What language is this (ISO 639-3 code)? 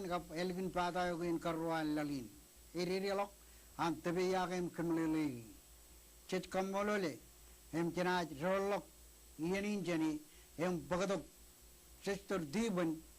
mah